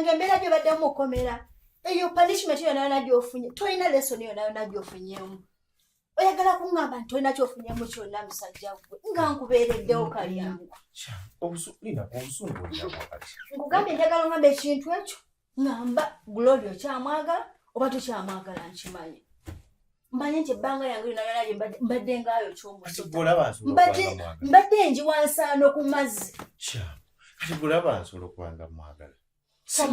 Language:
Ganda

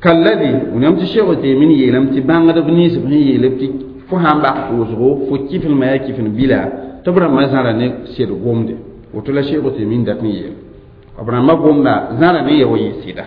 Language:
Mossi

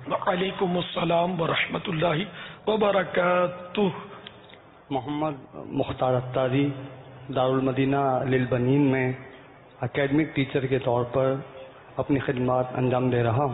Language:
Urdu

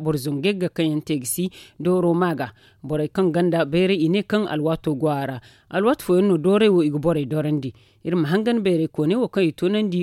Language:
Zarma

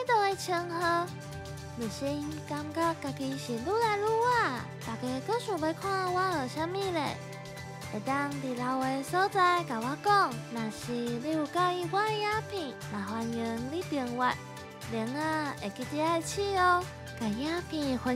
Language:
Min Nan Chinese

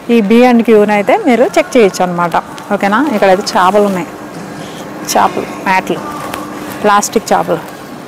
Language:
Telugu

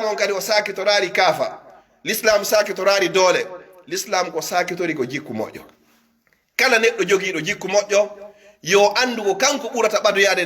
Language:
Pular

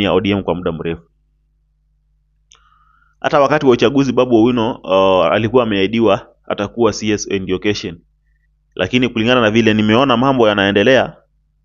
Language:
Swahili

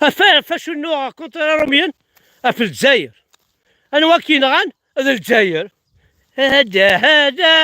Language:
Kabyle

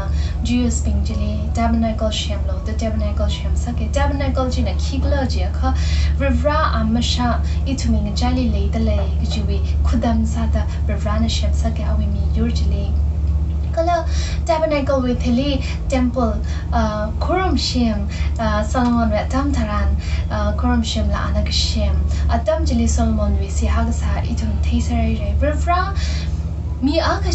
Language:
Tangkhul Naga (India)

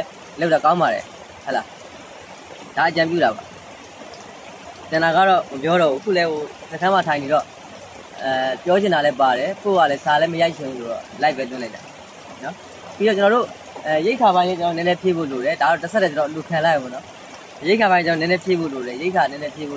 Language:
Burmese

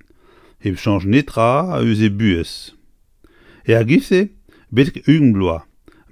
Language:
Breton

